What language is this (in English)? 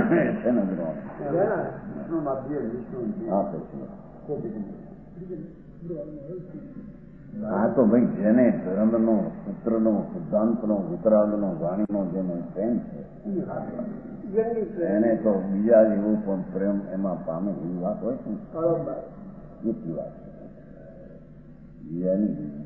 Gujarati